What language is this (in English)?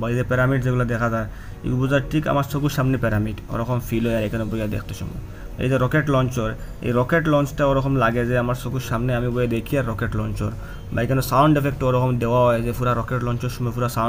Sylheti